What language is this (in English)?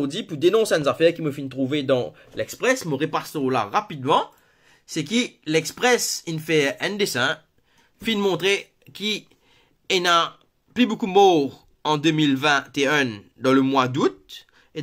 Morisyen